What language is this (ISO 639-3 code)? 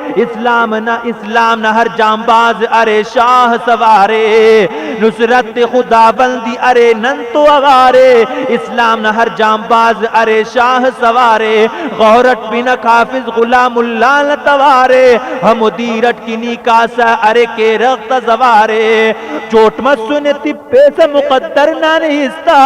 brh